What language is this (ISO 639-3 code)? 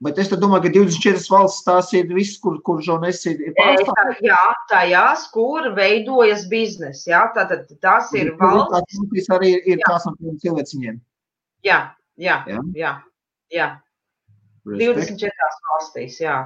lav